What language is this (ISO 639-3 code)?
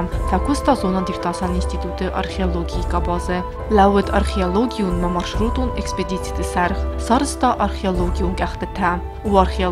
oss